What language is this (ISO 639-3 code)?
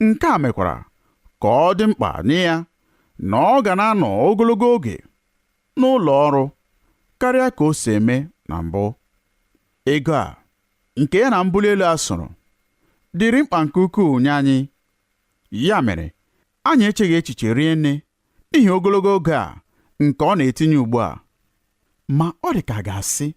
ibo